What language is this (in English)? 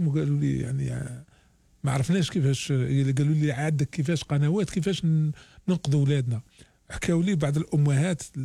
Algerian Arabic